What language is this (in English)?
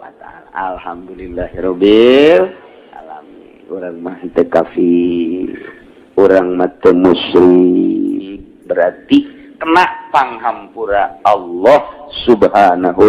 Sundanese